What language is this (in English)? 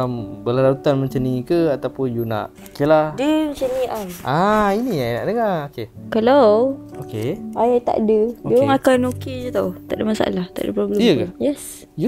Malay